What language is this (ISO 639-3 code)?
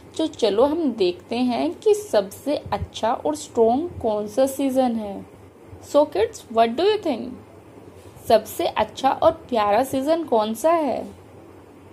hin